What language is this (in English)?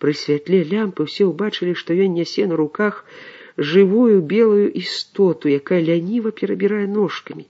Belarusian